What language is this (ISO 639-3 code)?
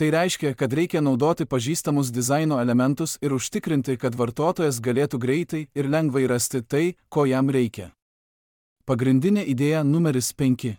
lit